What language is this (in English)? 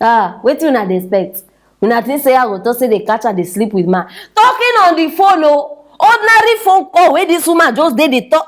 Nigerian Pidgin